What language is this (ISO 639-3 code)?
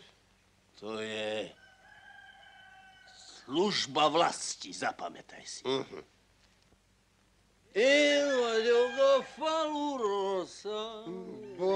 slk